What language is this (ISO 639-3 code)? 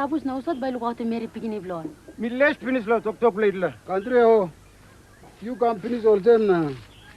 tpi